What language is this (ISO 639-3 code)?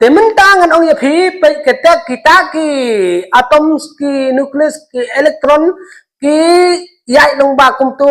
kha